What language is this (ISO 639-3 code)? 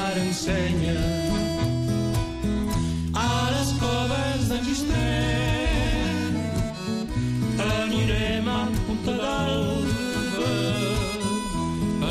cat